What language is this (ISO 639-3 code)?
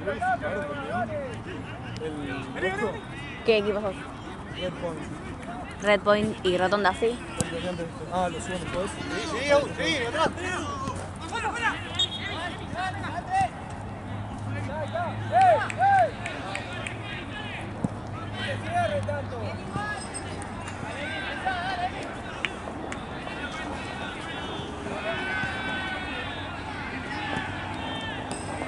spa